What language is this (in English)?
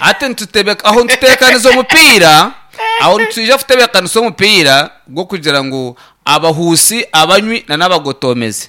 Nyankole